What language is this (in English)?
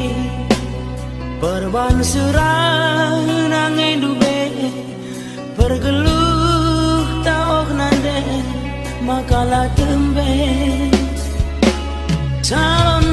Batak Karo